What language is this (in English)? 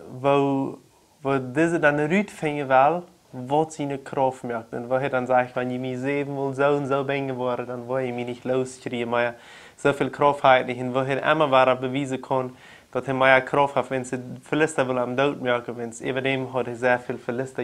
Plautdietsch